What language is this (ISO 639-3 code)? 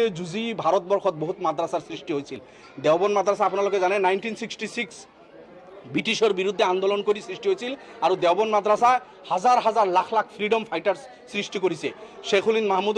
asm